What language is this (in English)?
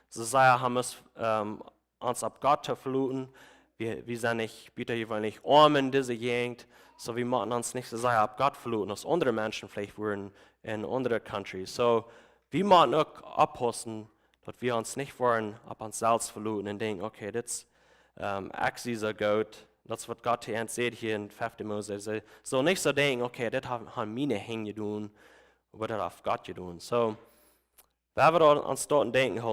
Plautdietsch